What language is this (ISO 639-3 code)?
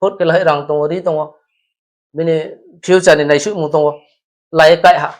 ria